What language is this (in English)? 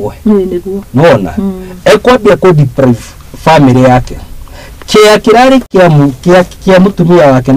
Kikuyu